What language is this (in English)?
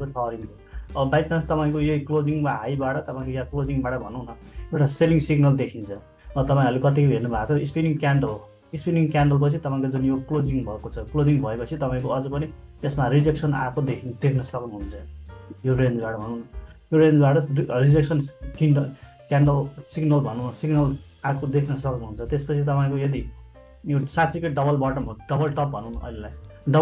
Nepali